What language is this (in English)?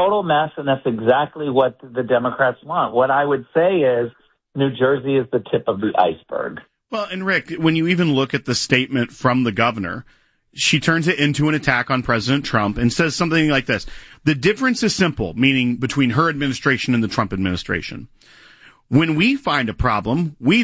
English